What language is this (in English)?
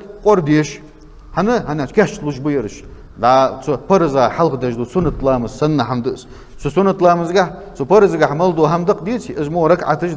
Ingush